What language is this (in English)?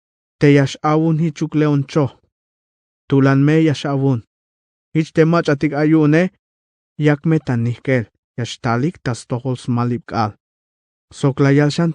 Tzeltal